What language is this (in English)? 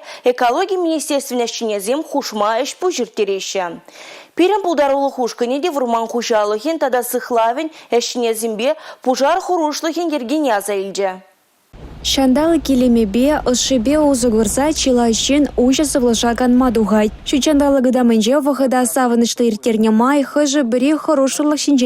Chuvash